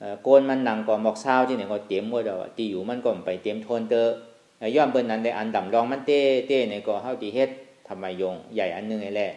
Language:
Shan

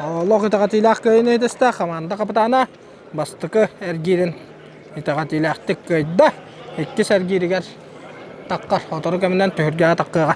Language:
Yakut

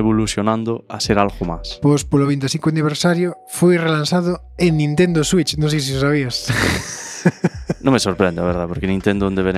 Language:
Galician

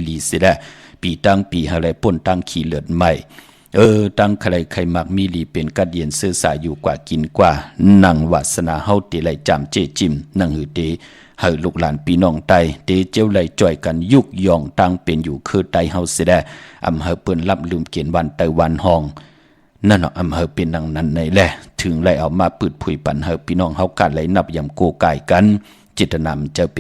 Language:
Shan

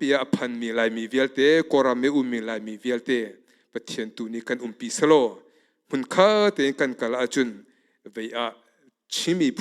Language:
Hakha Chin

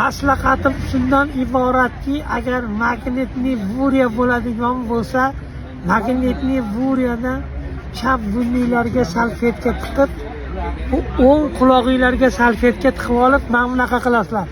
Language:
Uzbek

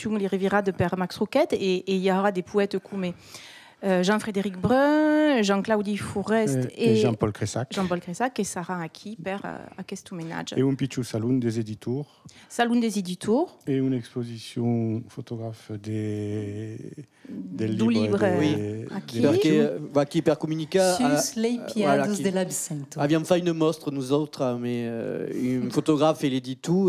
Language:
Occitan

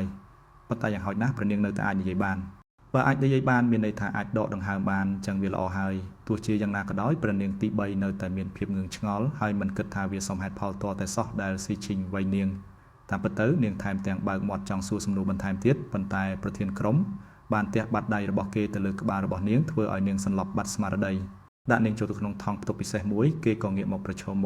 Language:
Khmer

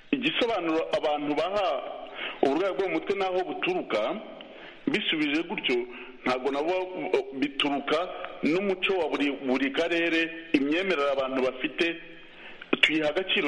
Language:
Kinyarwanda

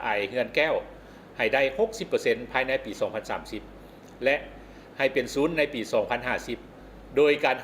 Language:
Lao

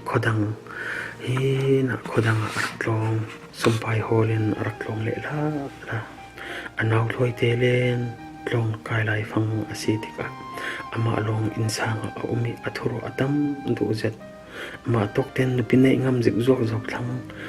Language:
Falam Chin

